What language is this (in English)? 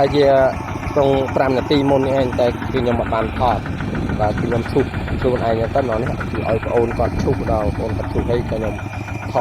Khmer